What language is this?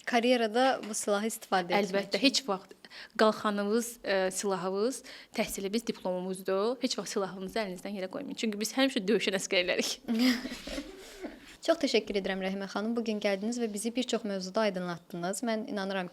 Azerbaijani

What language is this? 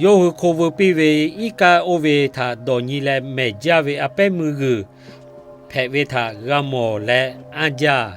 Lahu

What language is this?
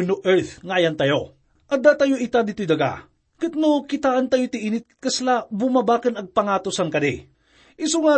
Iloko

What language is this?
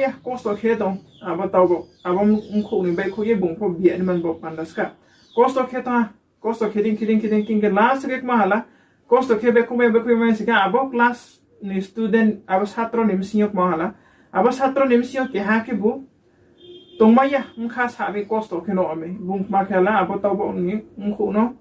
Riang (India)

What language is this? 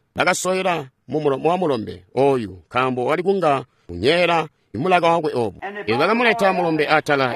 Tonga (Zambia)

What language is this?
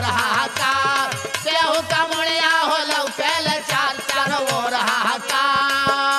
Bhojpuri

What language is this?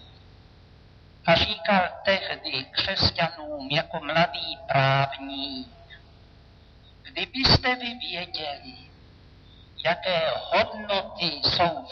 Czech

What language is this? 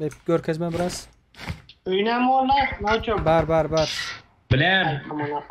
Turkmen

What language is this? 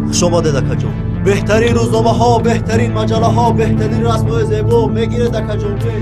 Tajik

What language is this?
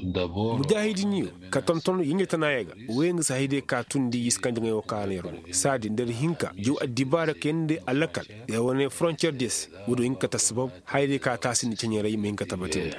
Koyraboro Senni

